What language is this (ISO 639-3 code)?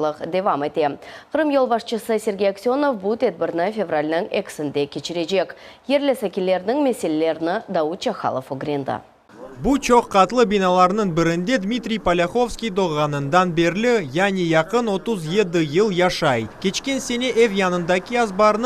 crh